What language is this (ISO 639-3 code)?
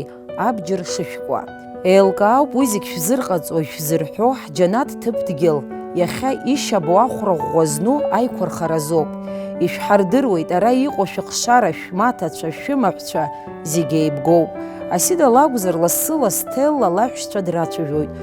abk